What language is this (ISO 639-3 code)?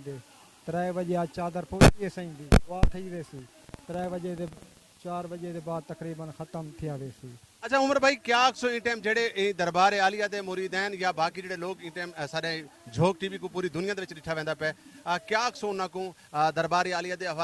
skr